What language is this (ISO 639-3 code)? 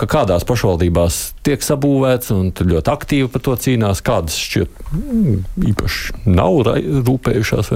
lav